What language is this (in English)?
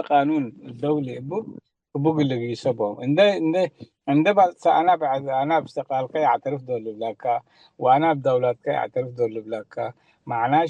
Tigre